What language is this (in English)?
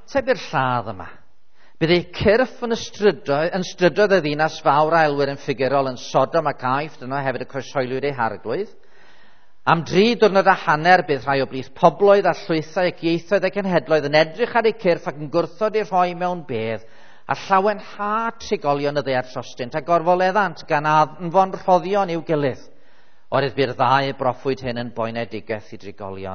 Welsh